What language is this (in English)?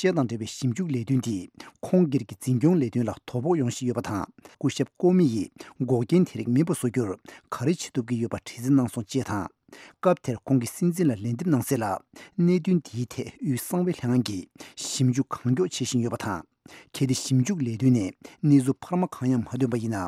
Tibetan